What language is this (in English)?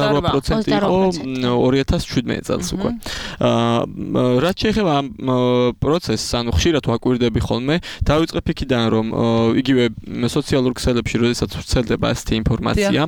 Georgian